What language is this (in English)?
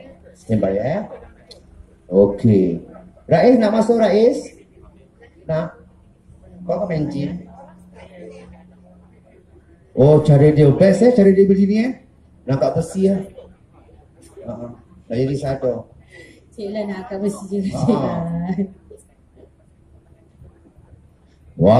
Malay